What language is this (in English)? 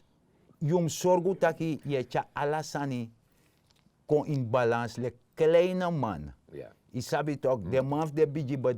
Sranan Tongo